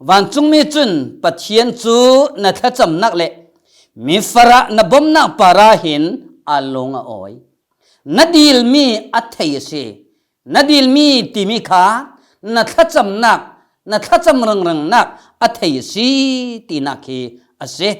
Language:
Falam Chin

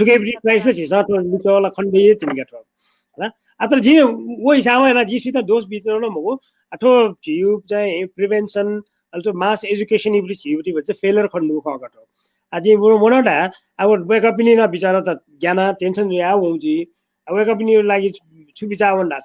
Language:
Newari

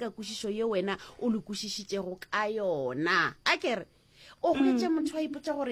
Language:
Northern Sotho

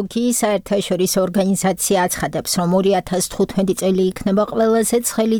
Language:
Georgian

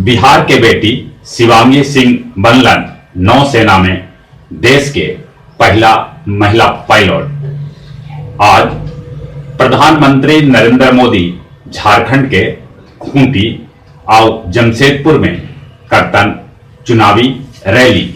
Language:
Magahi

